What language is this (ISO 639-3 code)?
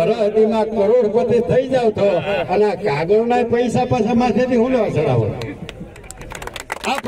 guj